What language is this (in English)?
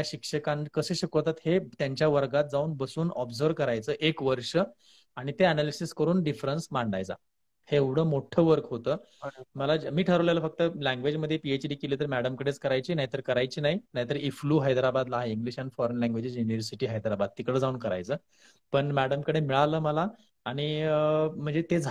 Marathi